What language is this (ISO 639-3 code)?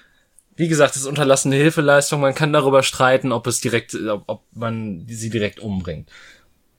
deu